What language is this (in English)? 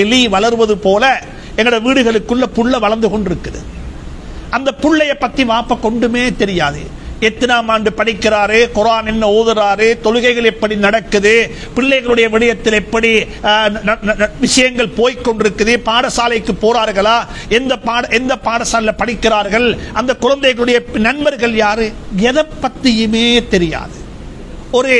Tamil